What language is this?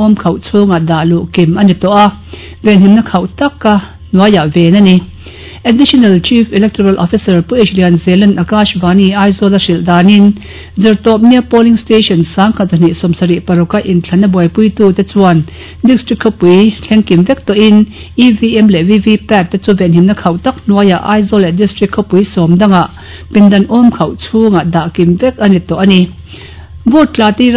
Mizo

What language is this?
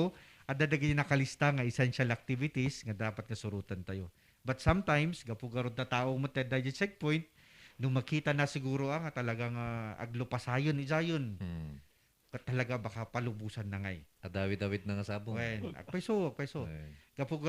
Iloko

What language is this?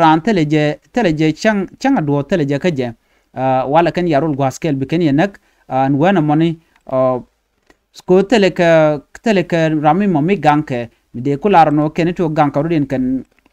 Nuer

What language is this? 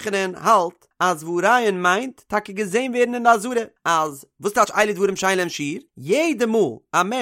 Yiddish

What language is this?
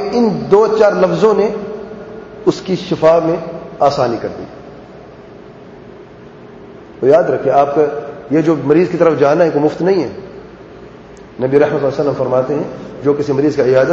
Urdu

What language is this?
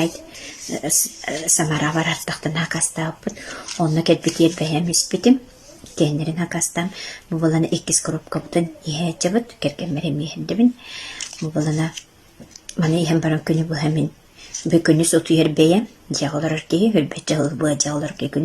Yakut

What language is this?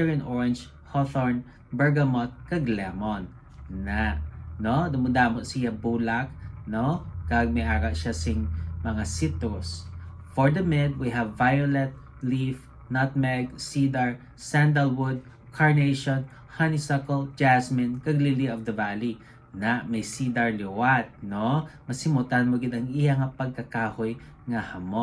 Hiligaynon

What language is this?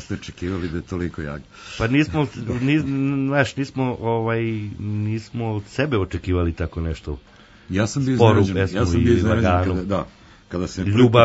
Serbian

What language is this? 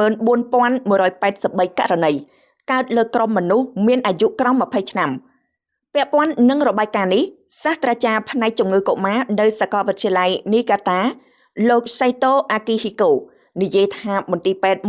Khmer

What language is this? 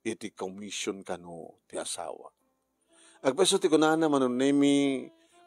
Iloko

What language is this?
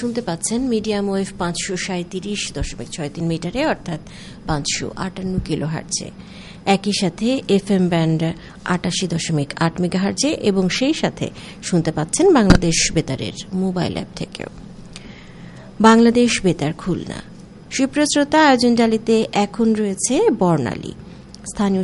Bangla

